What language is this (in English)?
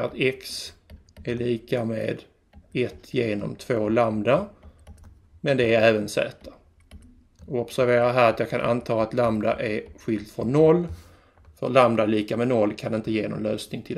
Swedish